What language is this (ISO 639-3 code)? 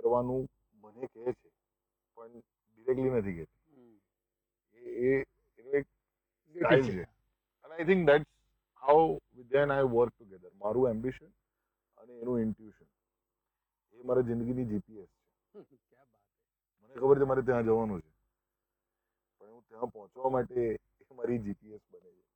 guj